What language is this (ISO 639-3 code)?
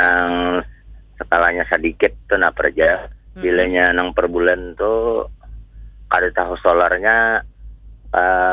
bjn